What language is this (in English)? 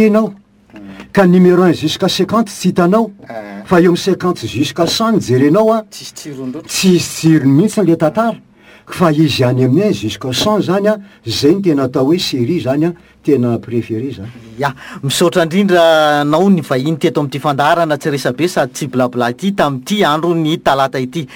Malagasy